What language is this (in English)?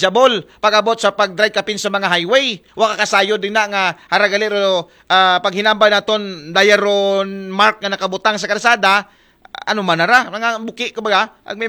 Aklanon